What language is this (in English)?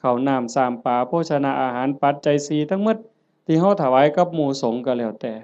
Northeastern Thai